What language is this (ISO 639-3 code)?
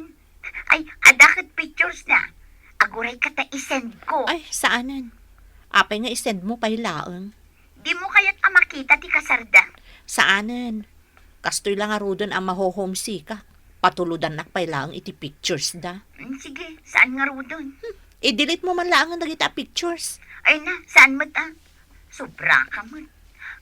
ilo